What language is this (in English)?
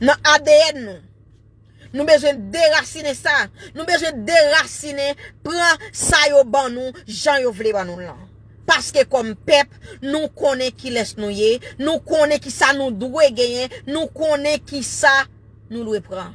Haitian Creole